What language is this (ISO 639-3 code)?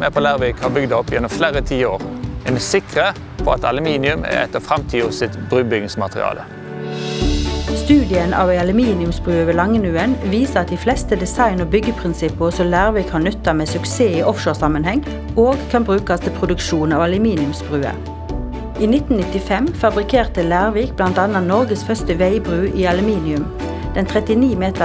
nor